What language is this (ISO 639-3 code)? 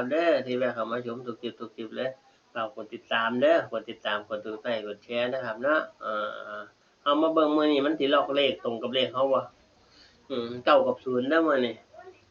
tts